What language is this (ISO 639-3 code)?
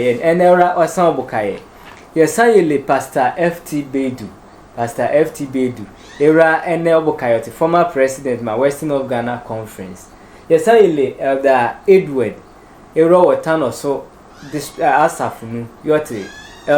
sfw